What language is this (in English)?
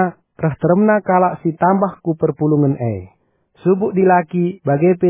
Batak Karo